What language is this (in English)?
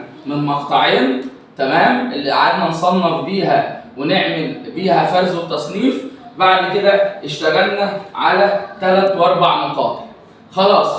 Egyptian Arabic